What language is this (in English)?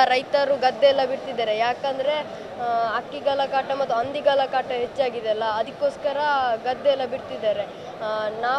Kannada